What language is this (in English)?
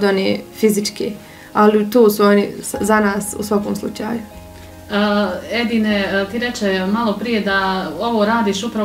Bosnian